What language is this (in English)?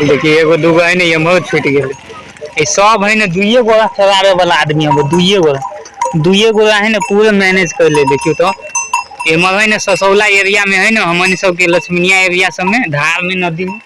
Maithili